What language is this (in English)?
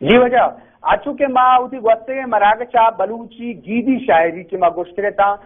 Eastern Balochi